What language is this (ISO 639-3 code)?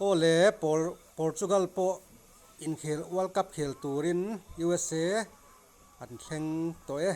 lus